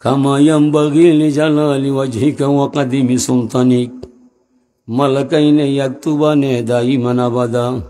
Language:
Sylheti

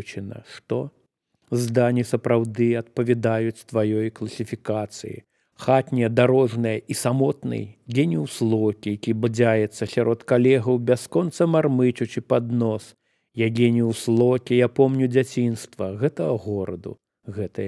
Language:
Belarusian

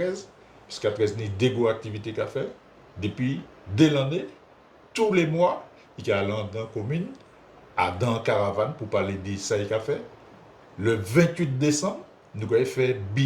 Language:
Guadeloupean Creole French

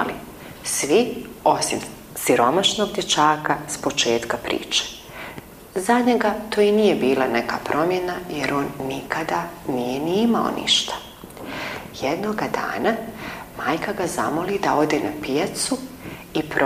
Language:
Bosnian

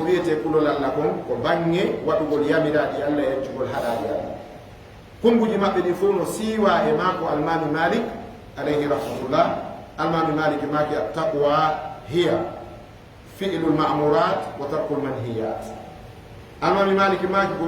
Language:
Fula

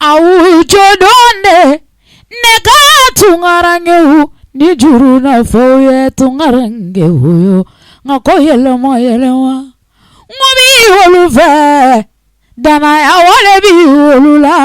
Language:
Bambara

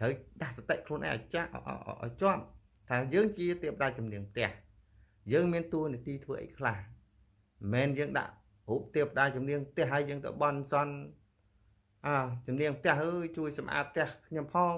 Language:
Khmer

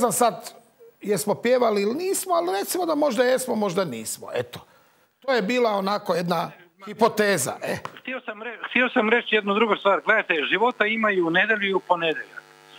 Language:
Croatian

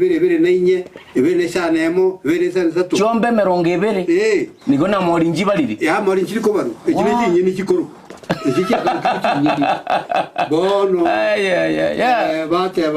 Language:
Gusii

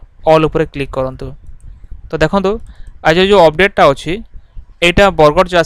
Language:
Odia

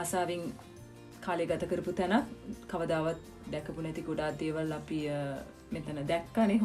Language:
Sinhala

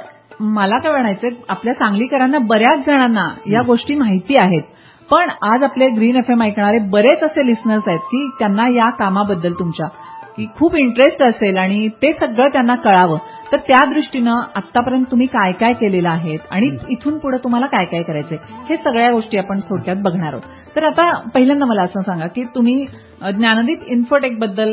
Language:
Marathi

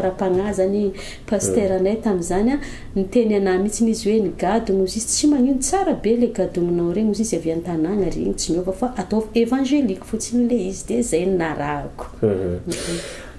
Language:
Malagasy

